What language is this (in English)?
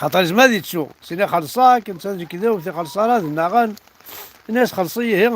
Kabyle